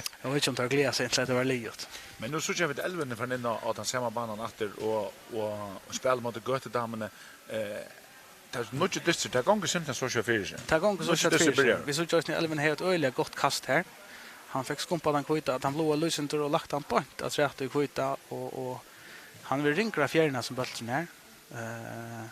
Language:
Faroese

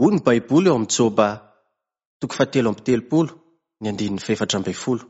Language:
Malagasy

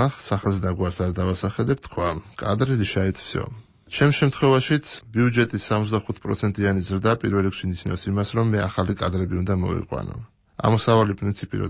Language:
Georgian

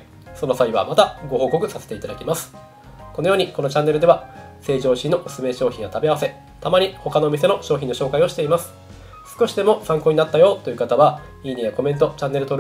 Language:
Japanese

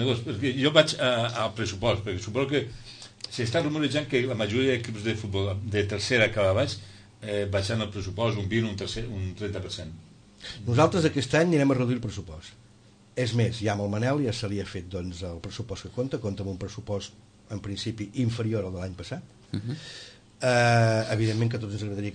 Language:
Catalan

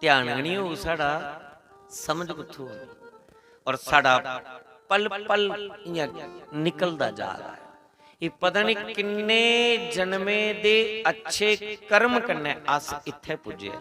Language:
Dogri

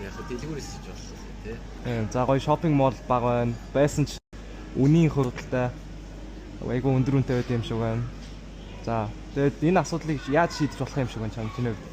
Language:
Mongolian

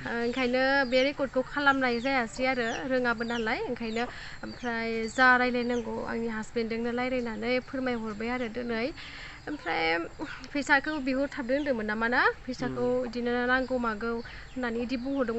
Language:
Bodo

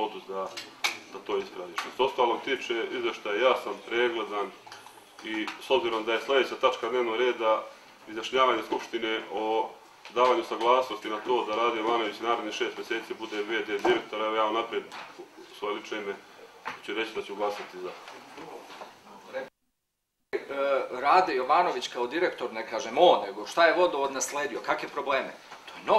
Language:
Serbian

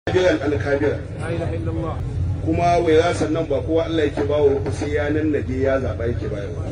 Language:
Hausa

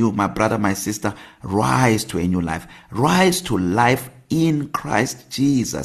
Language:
English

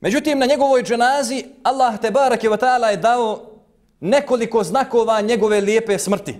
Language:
Bosnian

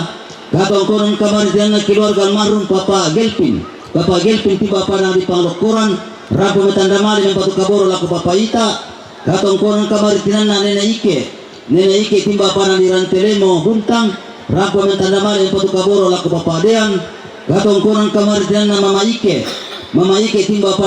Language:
Toraja-Sa'dan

